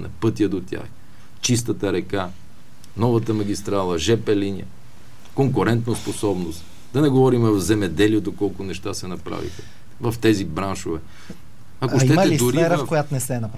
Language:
Bulgarian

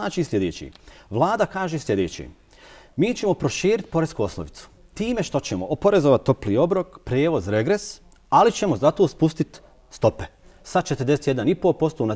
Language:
Bosnian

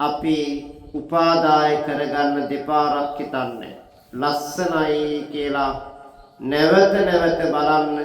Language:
Sinhala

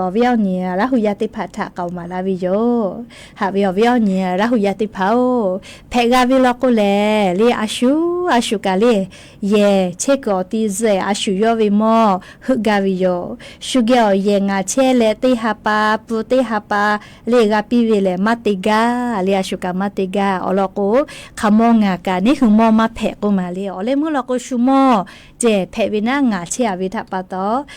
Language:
Lahu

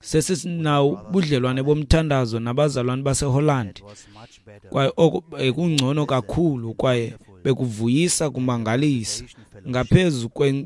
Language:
Xhosa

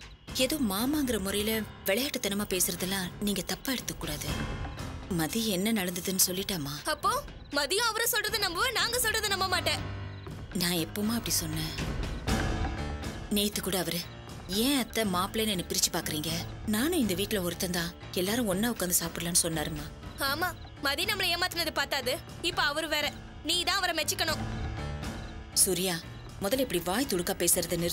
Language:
Tamil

